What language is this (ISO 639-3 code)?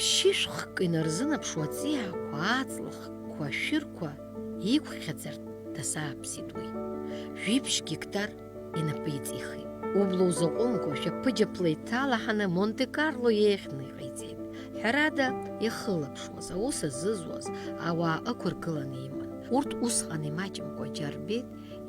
abk